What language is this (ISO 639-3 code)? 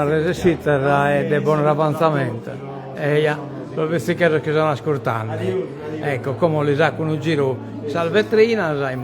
srd